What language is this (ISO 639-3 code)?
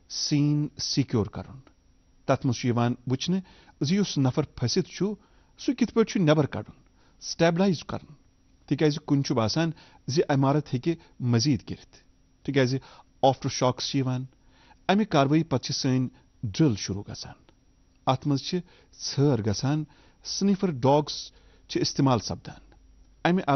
kas